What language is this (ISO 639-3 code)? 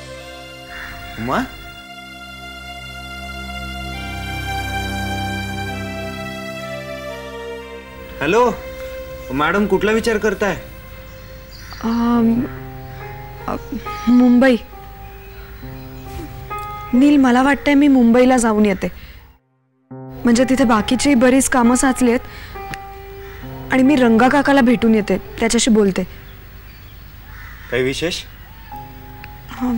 mar